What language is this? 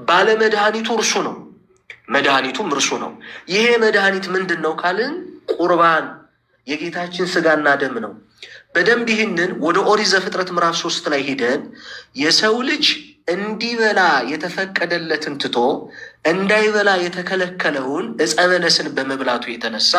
Amharic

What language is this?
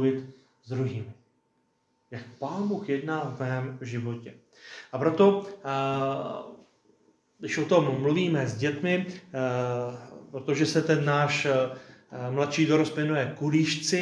Czech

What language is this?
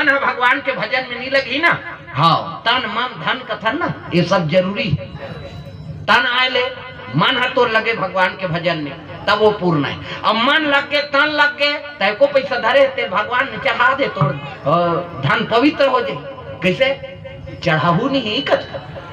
Chhattisgarhi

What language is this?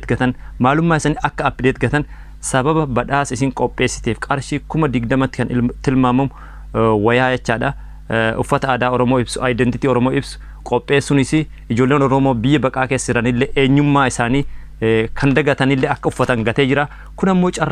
Oromo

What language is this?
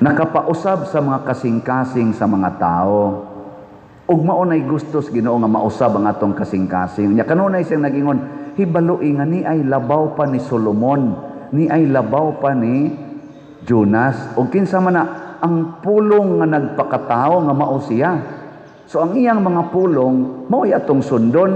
Cebuano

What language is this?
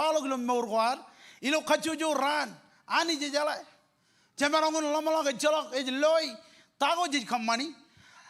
Marshallese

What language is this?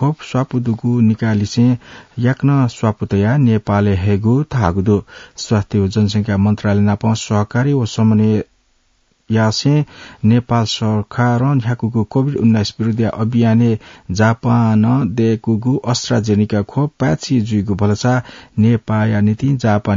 Newari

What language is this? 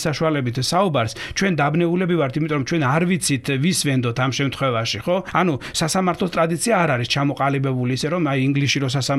Georgian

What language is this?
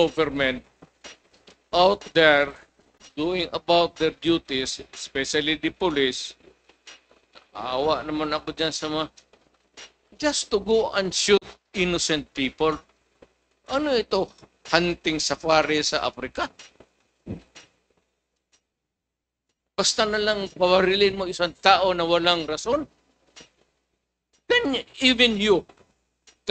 Filipino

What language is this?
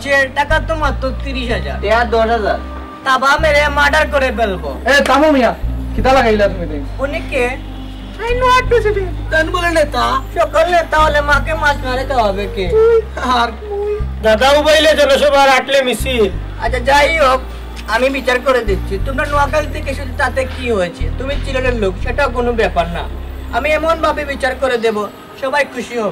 Sylheti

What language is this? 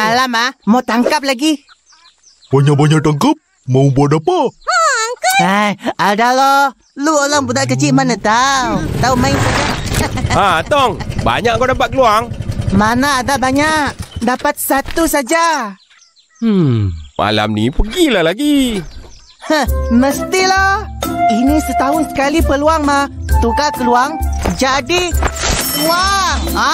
Malay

